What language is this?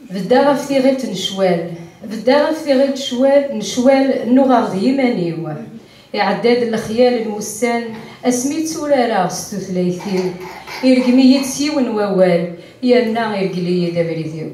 Kabyle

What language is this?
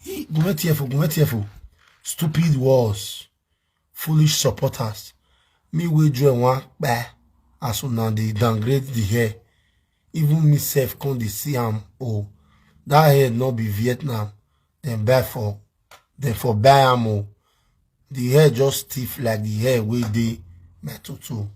Nigerian Pidgin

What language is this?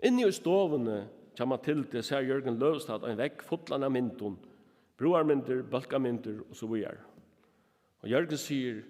Faroese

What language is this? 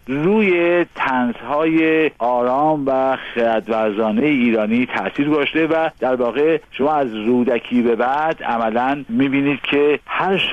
Persian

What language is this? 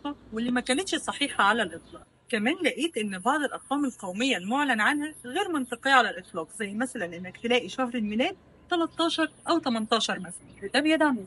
Egyptian Arabic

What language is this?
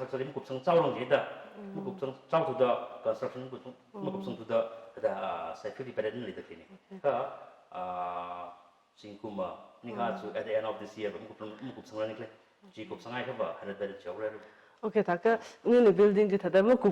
Tangkhul Naga (India)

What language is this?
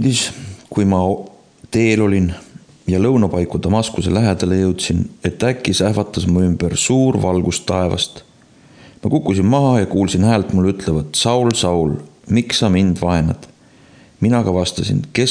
Estonian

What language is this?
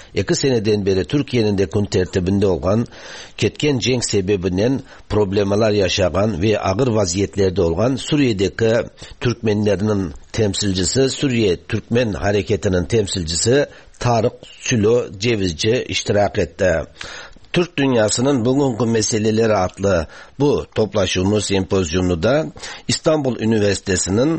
Tatar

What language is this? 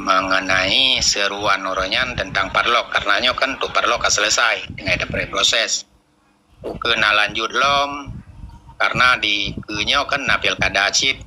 Achinese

